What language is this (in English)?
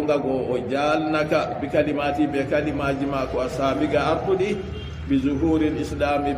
Fula